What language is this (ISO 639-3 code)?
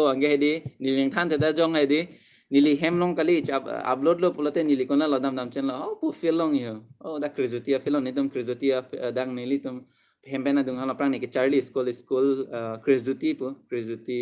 mjw